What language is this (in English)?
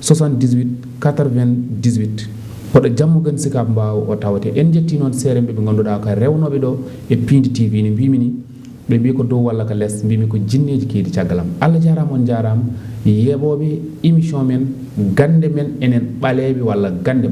Fula